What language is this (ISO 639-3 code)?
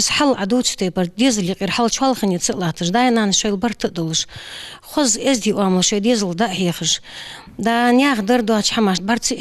inh